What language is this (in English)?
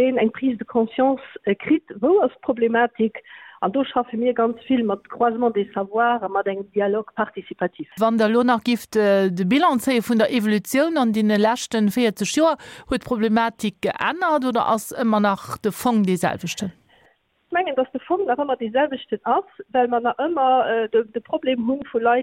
Luxembourgish